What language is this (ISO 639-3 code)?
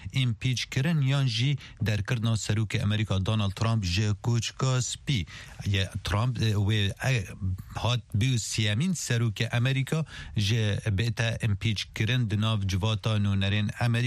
kur